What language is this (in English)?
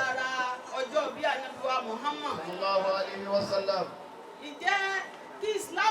Yoruba